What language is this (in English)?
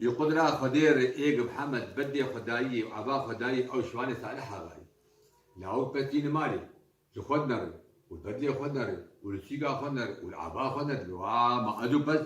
Kurdish